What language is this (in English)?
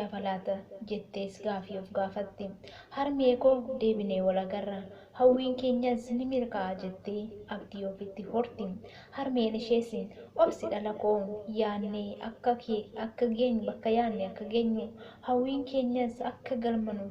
Oromo